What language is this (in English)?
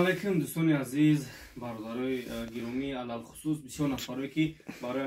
Tajik